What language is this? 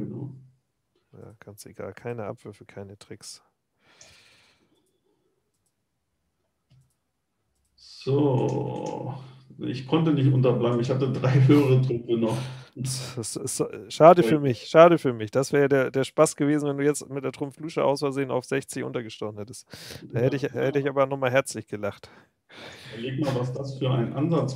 German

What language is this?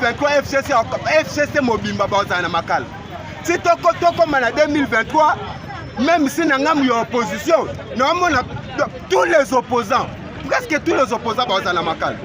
Lingala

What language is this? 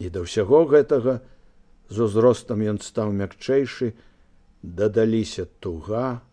Belarusian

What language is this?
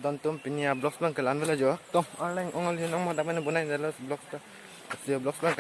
Karbi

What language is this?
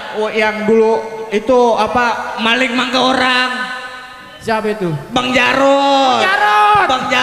Betawi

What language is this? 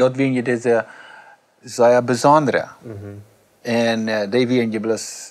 Plautdietsch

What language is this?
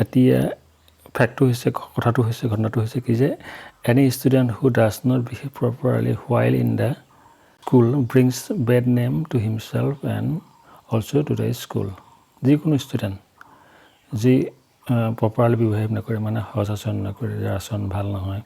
Assamese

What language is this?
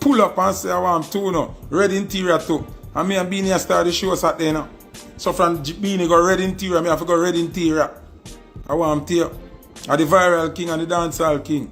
Jamaican Creole English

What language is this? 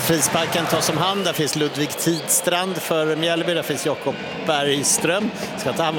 Swedish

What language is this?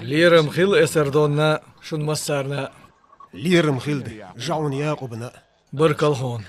Chechen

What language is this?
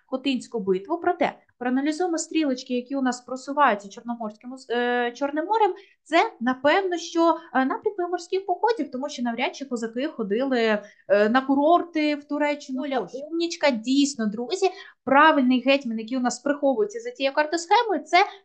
Ukrainian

